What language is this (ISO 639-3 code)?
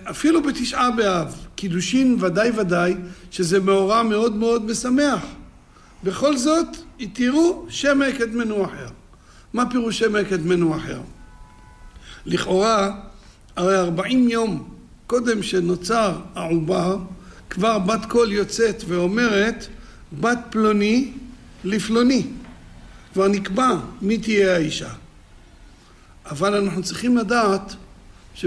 heb